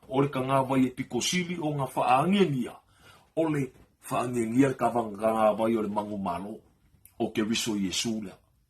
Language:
Samoan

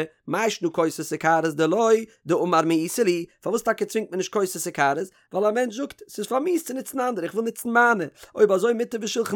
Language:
Yiddish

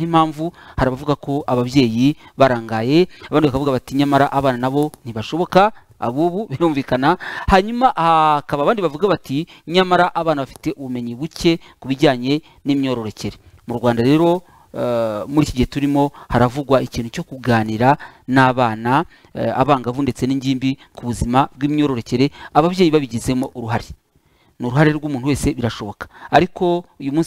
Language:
Kinyarwanda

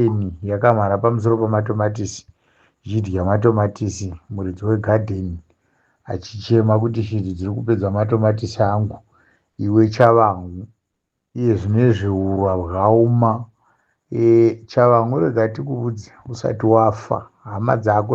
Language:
Shona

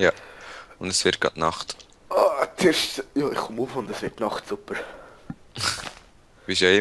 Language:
Swiss German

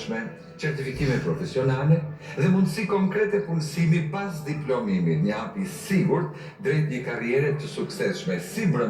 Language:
Albanian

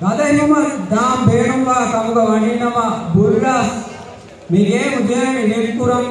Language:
Divehi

